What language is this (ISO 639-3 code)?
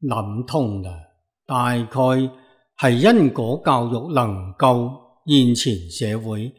yue